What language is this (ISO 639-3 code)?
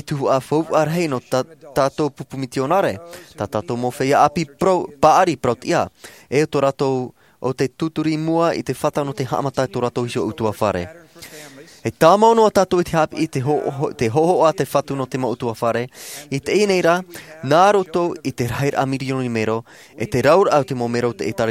tah